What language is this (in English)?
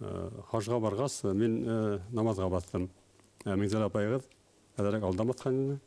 Bashkir